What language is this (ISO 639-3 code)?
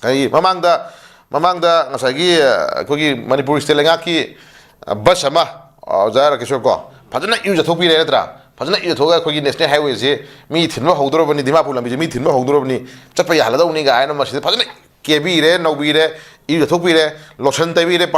mni